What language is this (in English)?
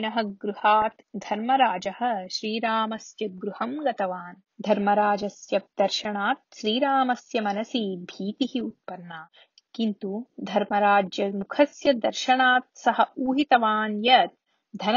Sanskrit